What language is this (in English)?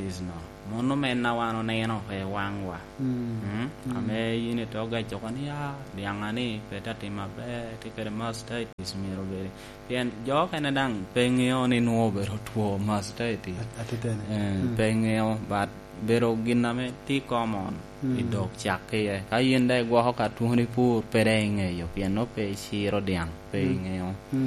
Lango (Uganda)